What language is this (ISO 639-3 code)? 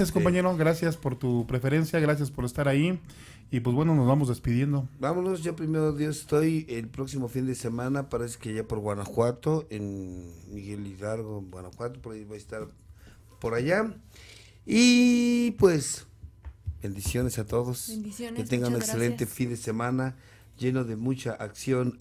spa